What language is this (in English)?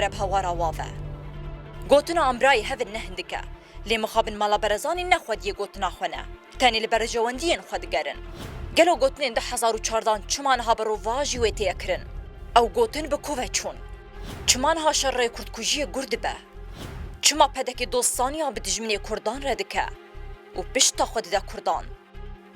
Kurdish